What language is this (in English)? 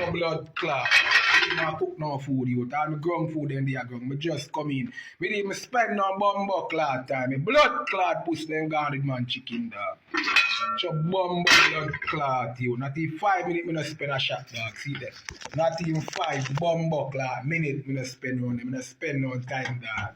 Jamaican Creole English